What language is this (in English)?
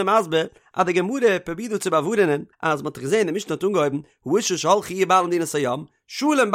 Yiddish